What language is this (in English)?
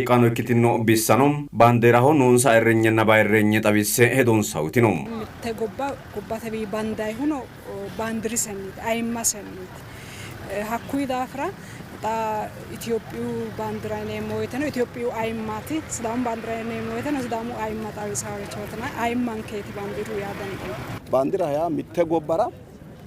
Sidamo